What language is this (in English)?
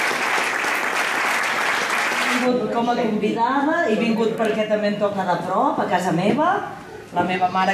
Catalan